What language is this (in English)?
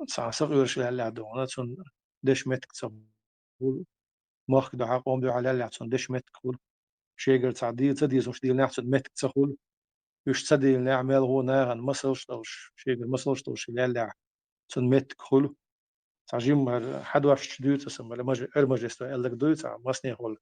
Chechen